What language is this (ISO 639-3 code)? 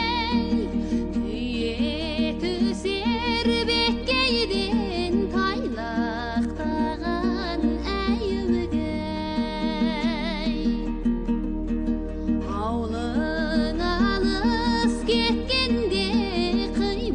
kaz